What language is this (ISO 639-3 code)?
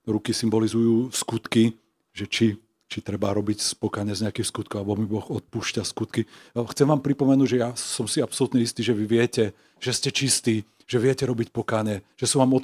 slk